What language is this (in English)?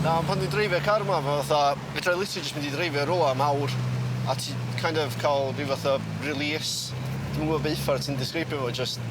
Welsh